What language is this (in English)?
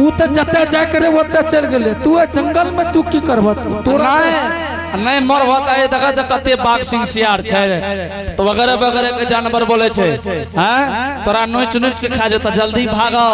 Angika